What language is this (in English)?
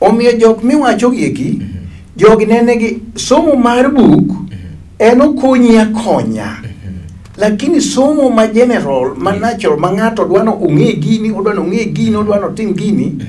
Luo (Kenya and Tanzania)